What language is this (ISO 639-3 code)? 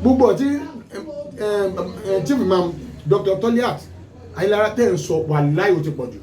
yor